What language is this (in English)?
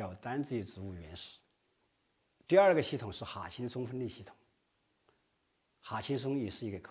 Chinese